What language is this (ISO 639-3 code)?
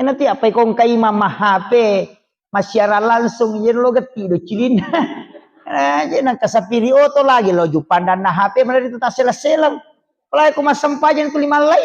bug